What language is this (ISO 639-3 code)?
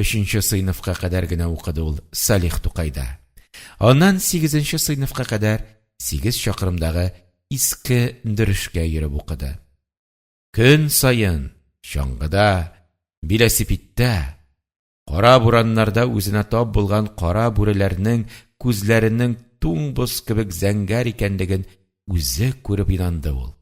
tat